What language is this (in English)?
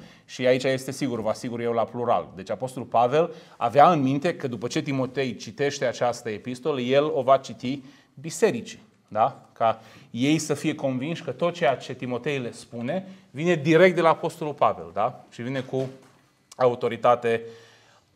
Romanian